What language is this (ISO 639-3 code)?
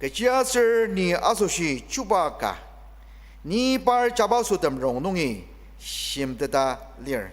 njo